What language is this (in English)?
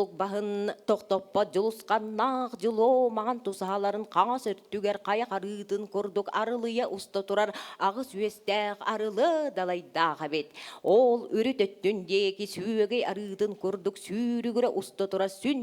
Yakut